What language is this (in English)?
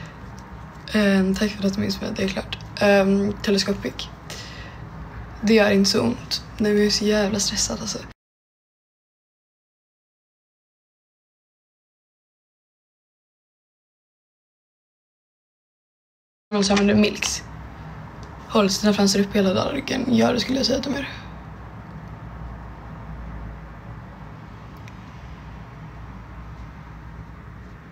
Swedish